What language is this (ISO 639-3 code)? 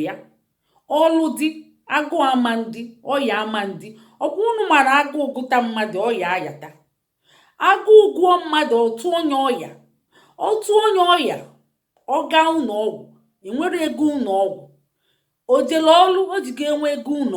ibo